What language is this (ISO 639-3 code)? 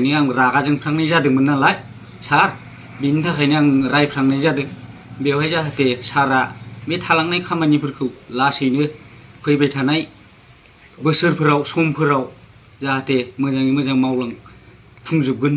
brx